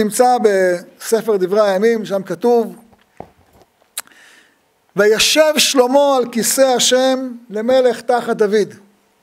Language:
Hebrew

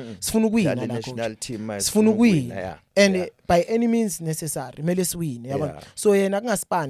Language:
Zulu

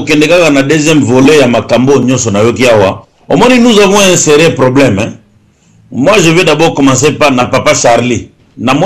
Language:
Lingala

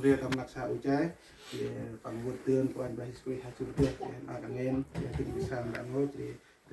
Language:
Central Mnong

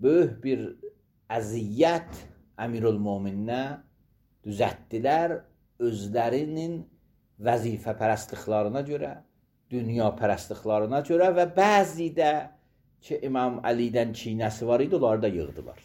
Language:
Azerbaijani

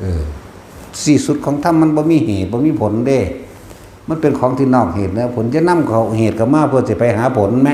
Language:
Northeastern Thai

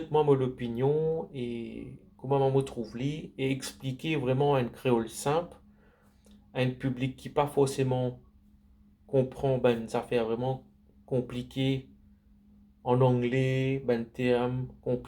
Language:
Morisyen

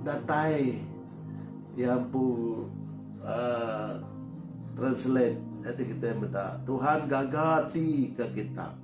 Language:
Iban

